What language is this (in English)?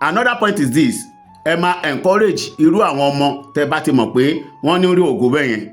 Yoruba